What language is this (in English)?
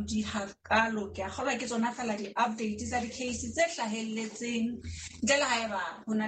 Southern Sotho